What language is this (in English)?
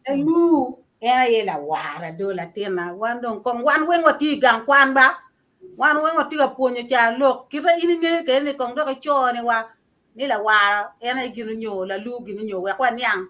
Acoli